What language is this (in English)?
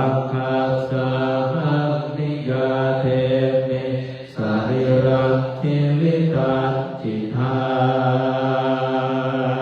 Pali